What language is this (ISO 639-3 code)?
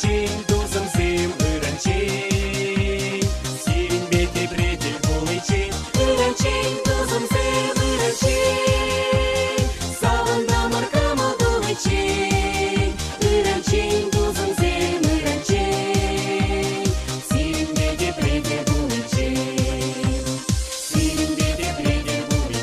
chv